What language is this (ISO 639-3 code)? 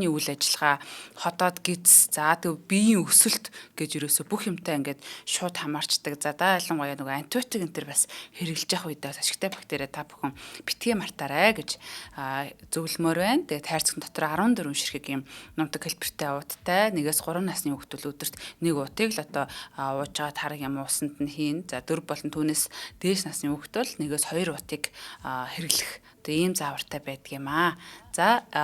mon